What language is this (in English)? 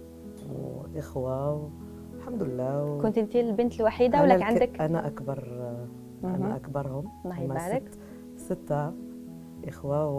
Algerian Arabic